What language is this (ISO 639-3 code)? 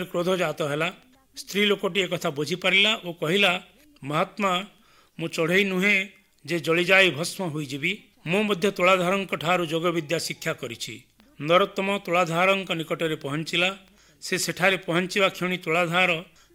ori